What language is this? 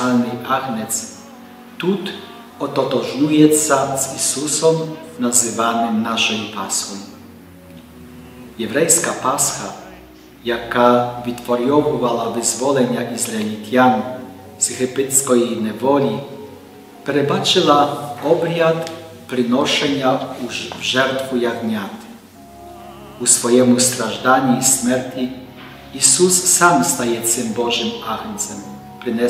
Ukrainian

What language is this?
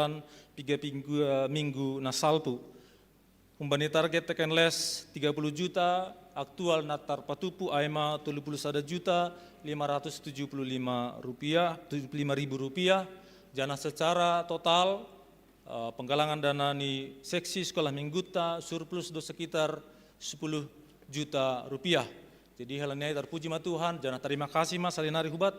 Batak Simalungun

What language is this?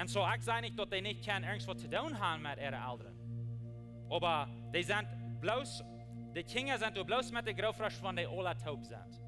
Plautdietsch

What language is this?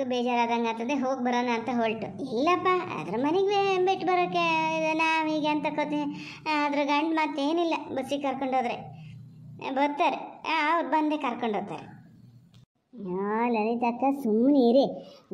Kannada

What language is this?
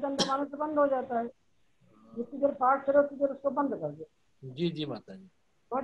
Sanskrit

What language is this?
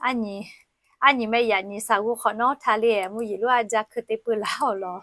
Lahu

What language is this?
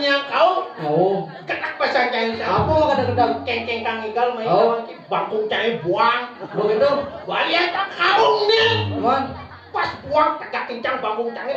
Balinese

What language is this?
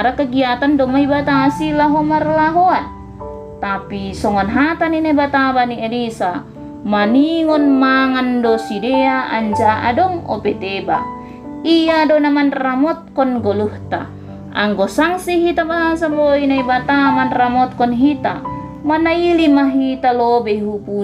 Batak Simalungun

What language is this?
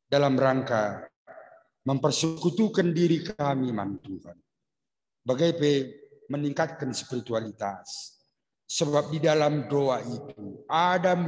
Batak Karo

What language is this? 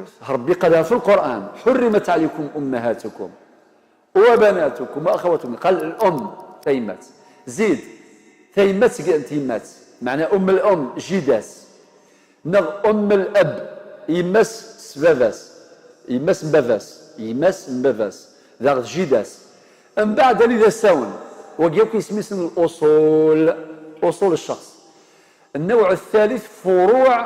Algerian Arabic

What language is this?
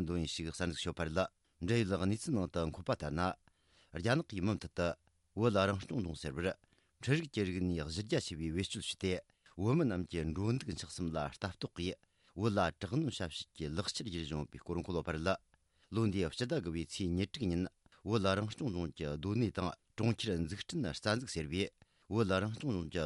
Tibetan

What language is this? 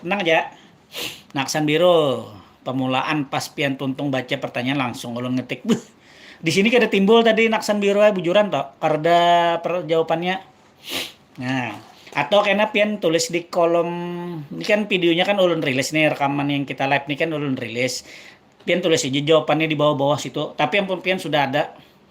Banjar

